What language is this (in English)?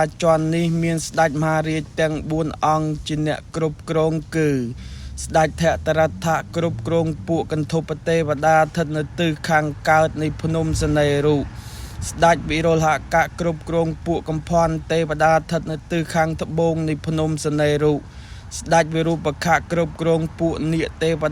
Khmer